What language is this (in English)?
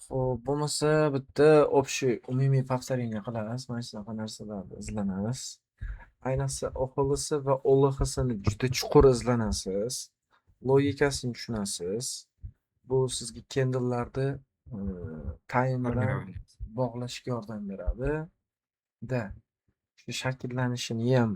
Uzbek